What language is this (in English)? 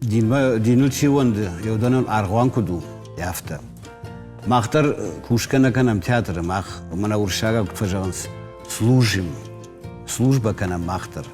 Ossetic